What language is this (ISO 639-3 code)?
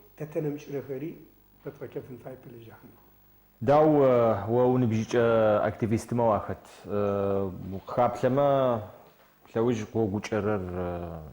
ady